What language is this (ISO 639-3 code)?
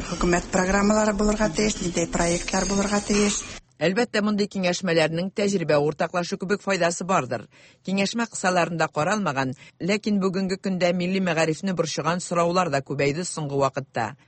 tat